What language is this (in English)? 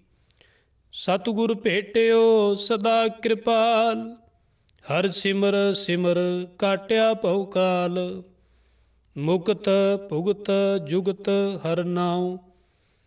Punjabi